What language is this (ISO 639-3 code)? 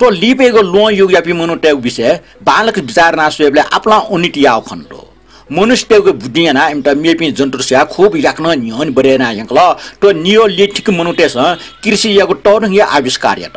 new